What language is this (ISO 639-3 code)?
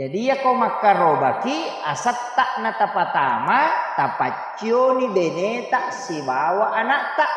bug